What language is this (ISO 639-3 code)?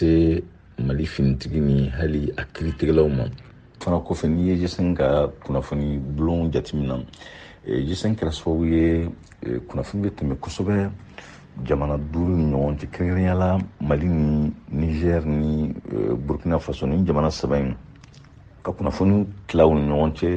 bam